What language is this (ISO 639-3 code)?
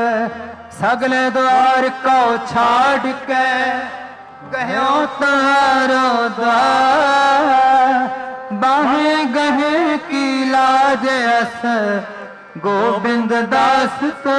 pan